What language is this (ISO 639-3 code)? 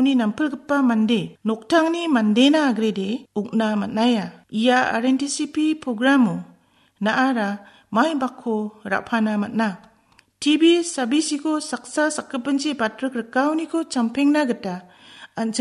grt